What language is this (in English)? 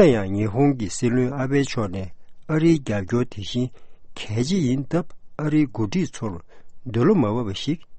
Tibetan